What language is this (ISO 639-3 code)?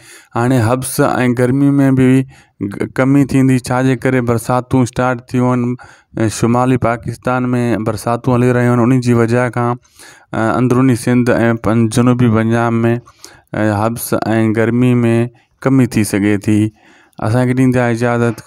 snd